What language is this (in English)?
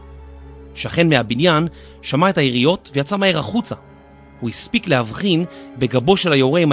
Hebrew